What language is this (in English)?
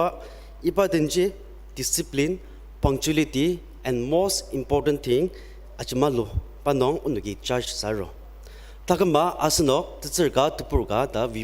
Ao Naga